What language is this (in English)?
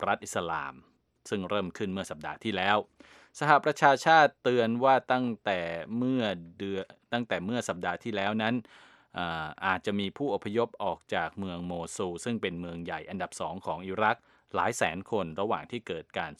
Thai